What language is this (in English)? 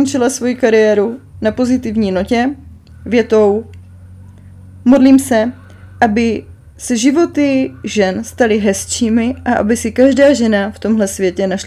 Czech